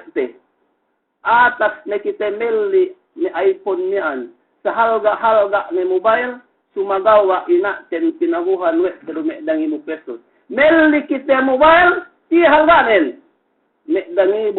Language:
Yakan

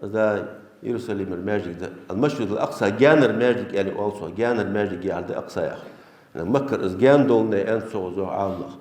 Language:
Ingush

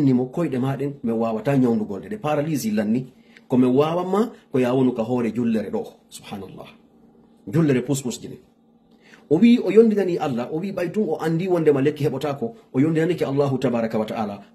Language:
Fula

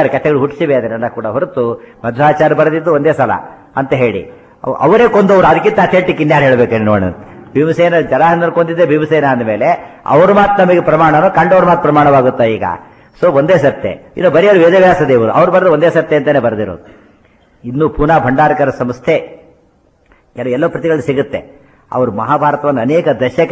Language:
Kannada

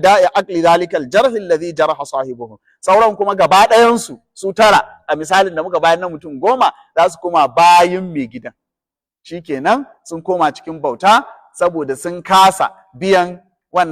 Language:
Hausa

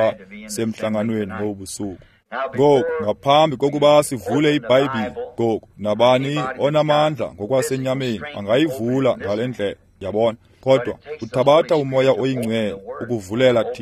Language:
Xhosa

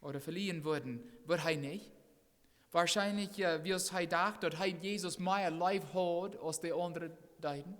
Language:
Plautdietsch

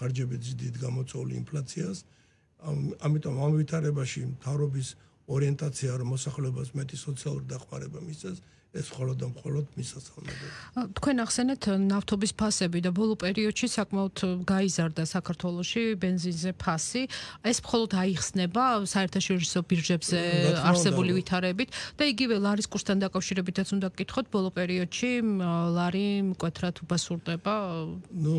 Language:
Georgian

